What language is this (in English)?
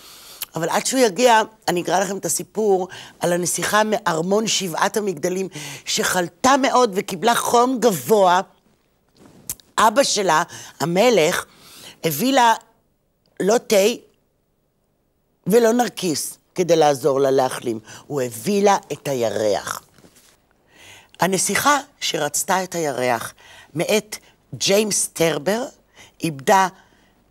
Hebrew